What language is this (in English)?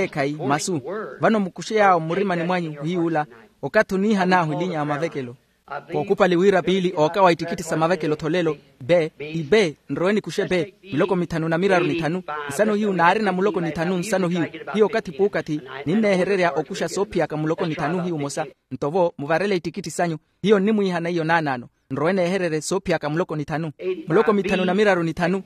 Makhuwa